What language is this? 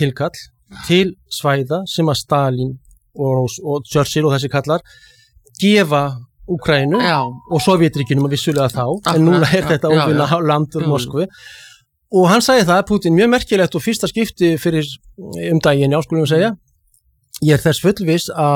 Icelandic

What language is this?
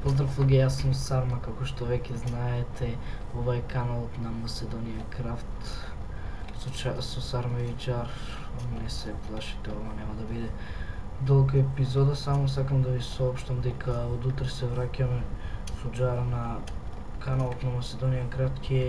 Macedonian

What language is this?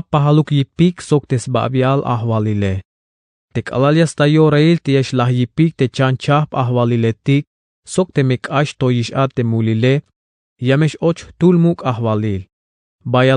Tzeltal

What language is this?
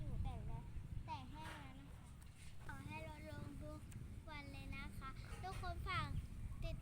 Lao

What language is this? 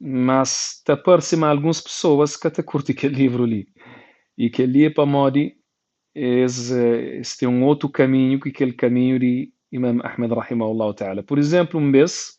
Kabuverdianu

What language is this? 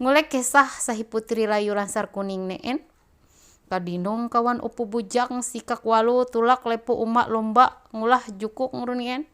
Ma'anyan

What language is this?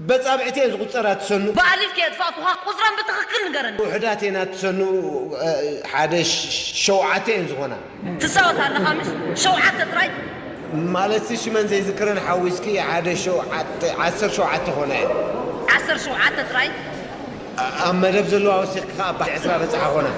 Tigrinya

